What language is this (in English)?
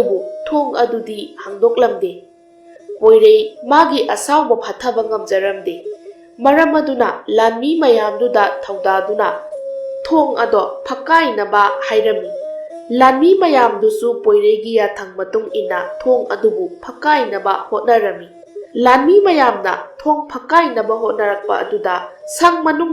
Manipuri